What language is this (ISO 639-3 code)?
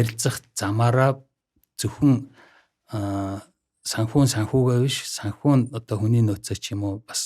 mon